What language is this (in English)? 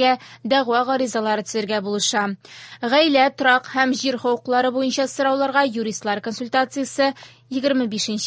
Tatar